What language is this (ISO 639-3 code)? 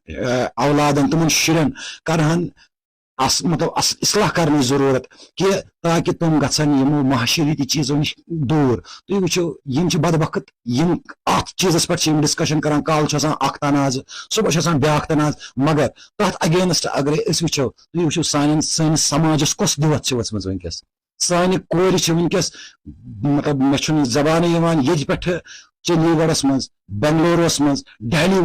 kas